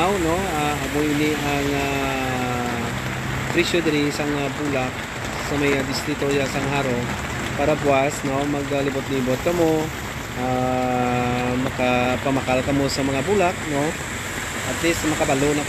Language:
Hiligaynon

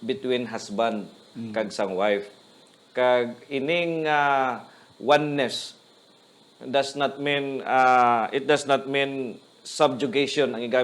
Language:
Hiligaynon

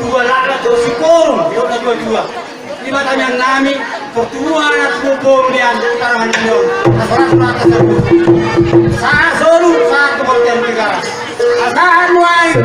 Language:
Batak Toba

